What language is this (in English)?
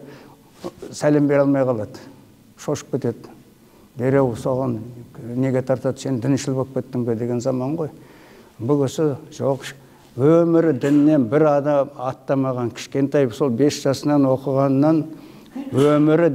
Kazakh